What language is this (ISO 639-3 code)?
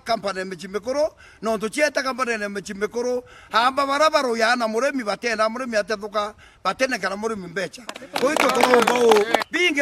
mer